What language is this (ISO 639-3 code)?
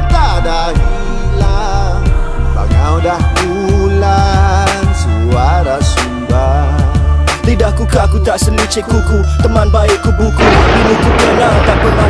msa